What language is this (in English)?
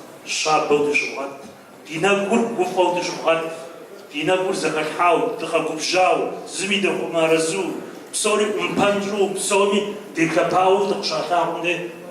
Kabardian